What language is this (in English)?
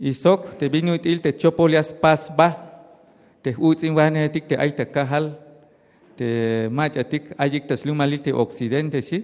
Tzeltal